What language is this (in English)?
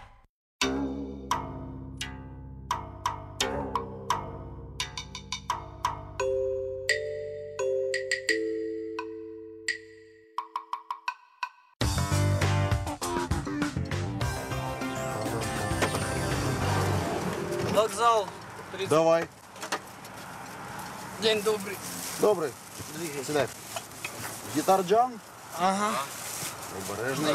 Ukrainian